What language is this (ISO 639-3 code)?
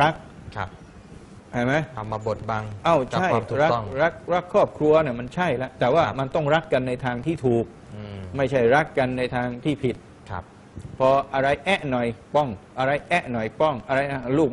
tha